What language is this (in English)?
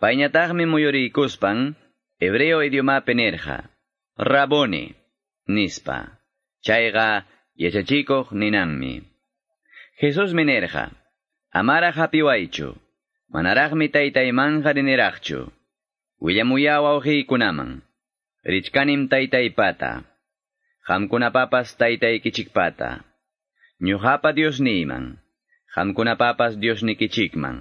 Quechua